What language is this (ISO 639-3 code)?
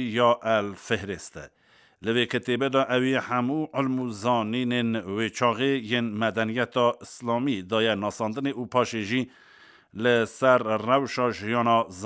kur